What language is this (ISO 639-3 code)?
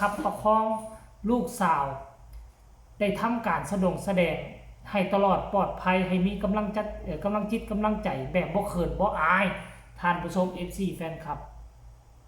lao